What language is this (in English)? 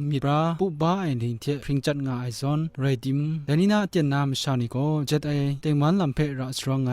Kachin